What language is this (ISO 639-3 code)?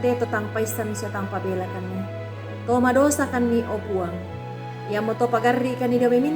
sda